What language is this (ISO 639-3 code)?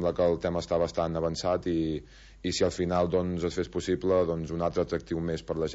cat